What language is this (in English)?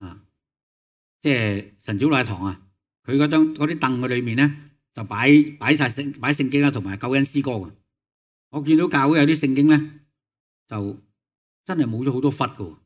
Cantonese